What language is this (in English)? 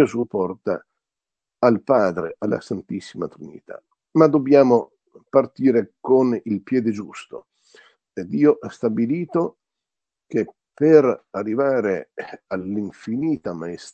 Italian